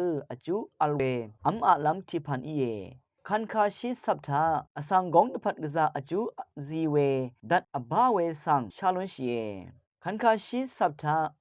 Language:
Rawang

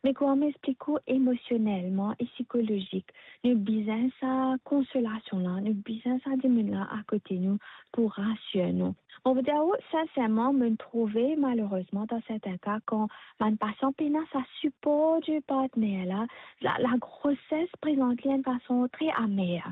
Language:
Morisyen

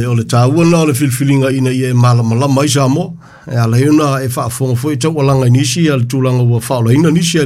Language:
Samoan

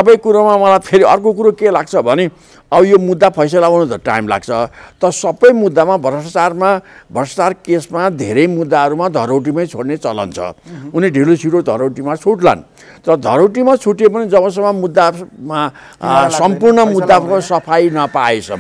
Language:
Nepali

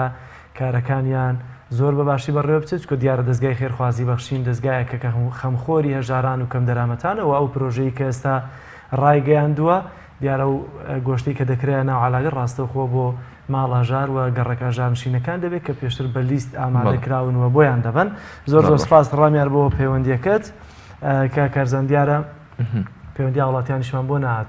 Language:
Central Kurdish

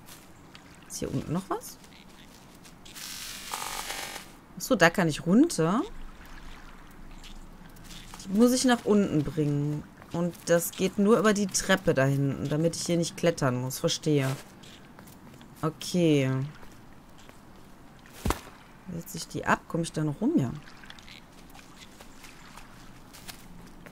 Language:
German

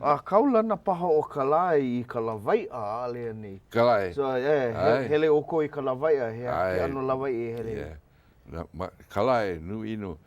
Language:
Hawaiian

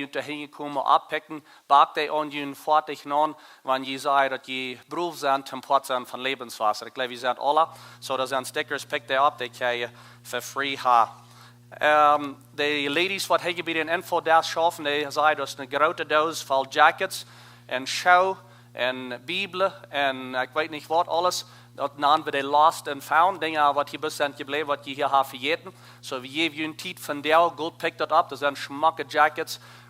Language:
Plautdietsch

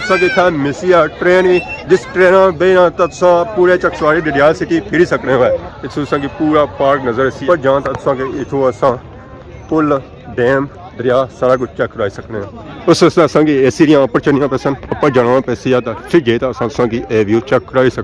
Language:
Pahari-Potwari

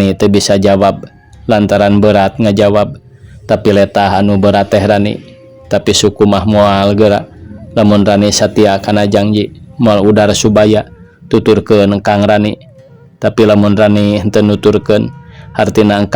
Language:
Sundanese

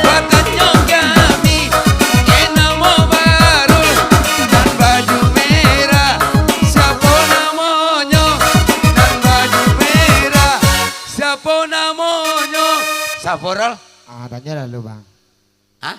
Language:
Minangkabau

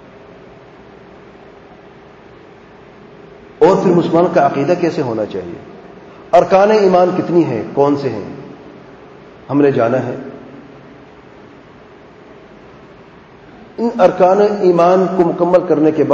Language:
Urdu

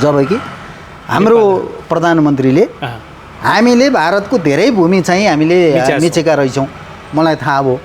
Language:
Nepali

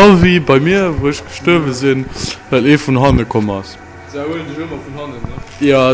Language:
Luxembourgish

